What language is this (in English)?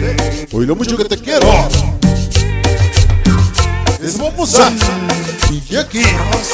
Spanish